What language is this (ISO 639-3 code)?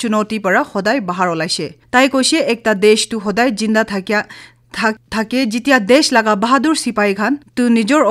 nag